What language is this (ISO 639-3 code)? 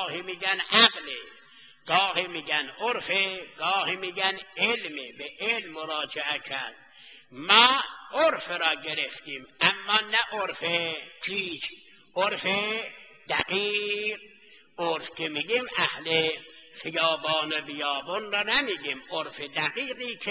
fas